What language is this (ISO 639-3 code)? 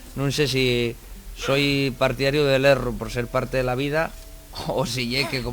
ast